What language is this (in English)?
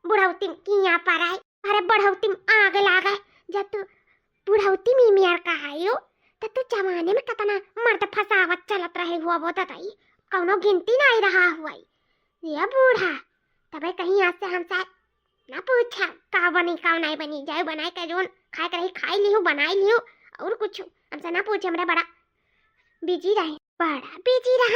Awadhi